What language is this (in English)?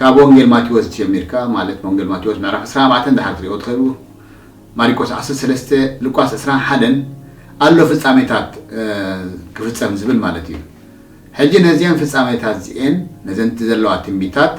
Tigrinya